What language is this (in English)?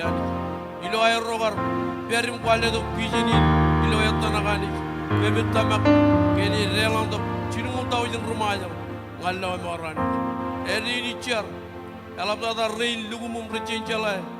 Marshallese